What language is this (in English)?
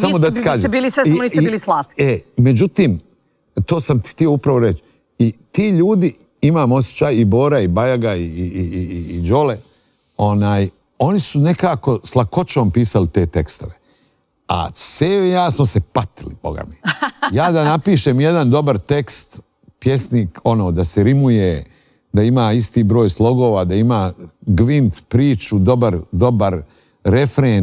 Serbian